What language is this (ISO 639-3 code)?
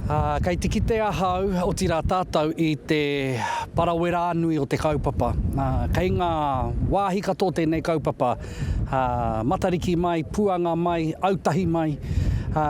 mri